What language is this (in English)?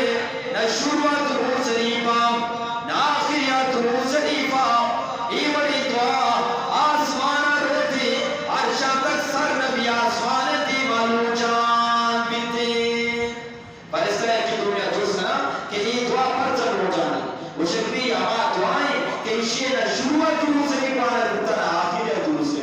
Eastern Balochi